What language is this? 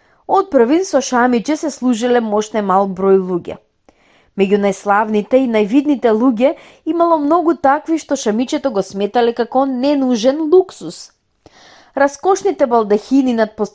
Macedonian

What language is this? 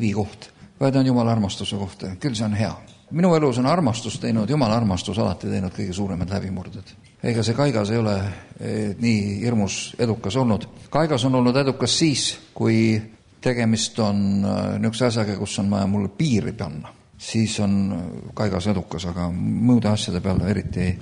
Estonian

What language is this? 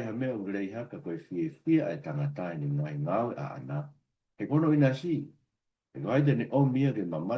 Tongan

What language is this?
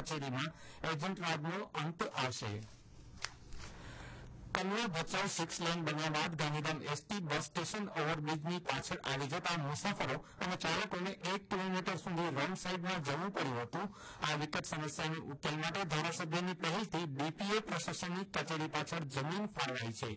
Gujarati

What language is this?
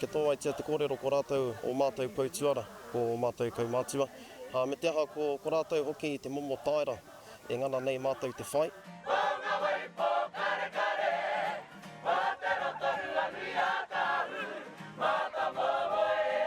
Māori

